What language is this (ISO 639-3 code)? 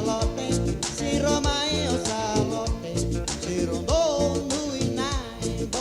fij